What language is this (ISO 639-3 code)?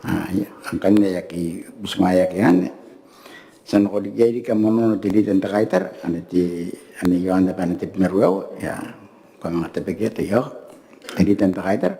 gil